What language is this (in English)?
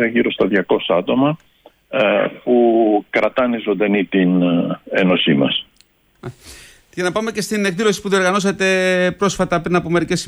Greek